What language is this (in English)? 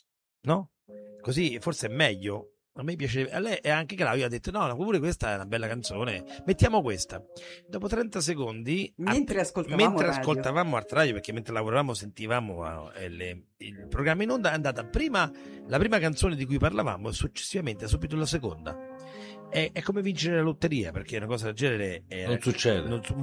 Italian